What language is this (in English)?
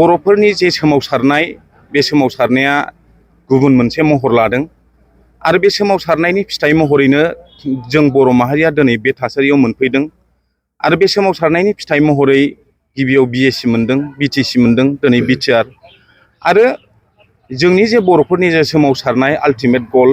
Bodo